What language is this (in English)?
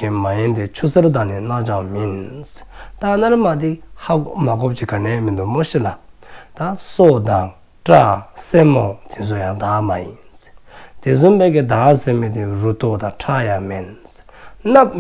Dzongkha